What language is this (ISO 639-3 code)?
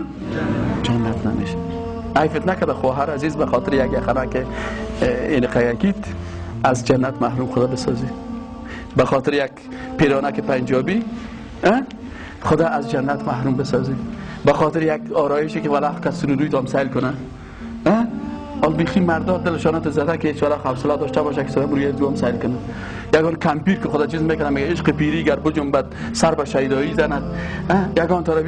fas